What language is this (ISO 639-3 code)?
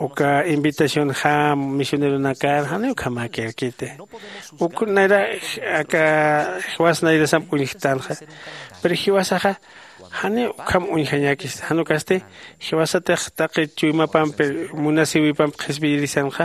aym